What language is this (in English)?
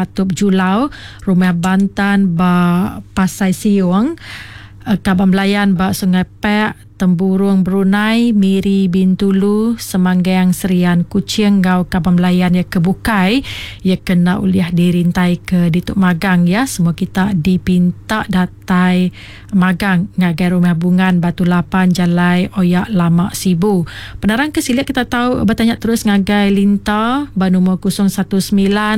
Iban